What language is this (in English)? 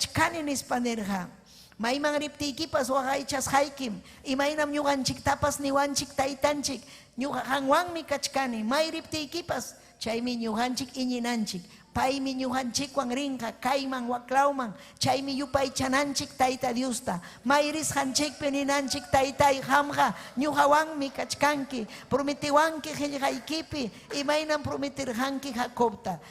Ayacucho Quechua